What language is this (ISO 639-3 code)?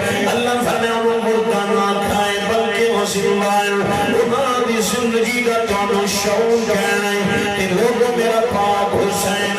skr